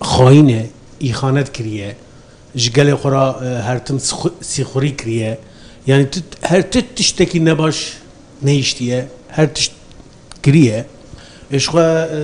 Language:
Kurdish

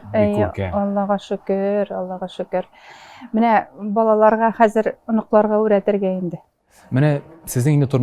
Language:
Tatar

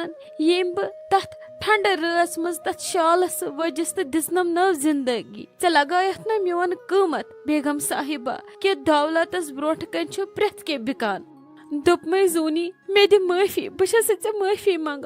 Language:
Kashmiri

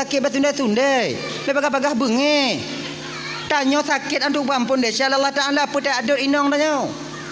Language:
Achinese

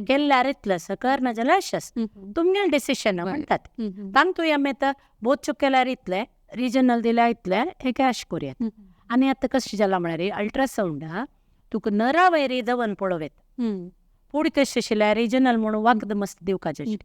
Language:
Konkani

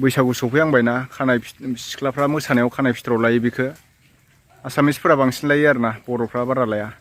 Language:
Bodo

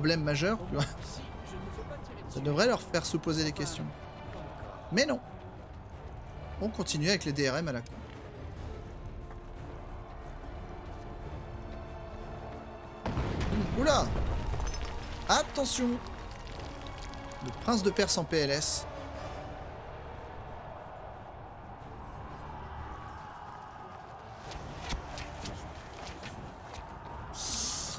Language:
French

